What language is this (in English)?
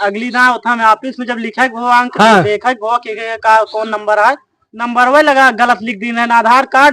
Awadhi